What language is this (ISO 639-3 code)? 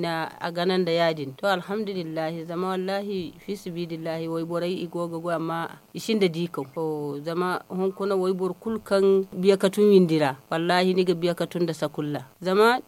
dje